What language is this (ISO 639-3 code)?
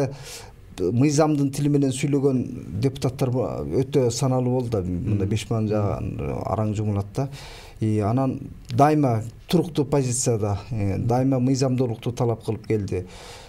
kir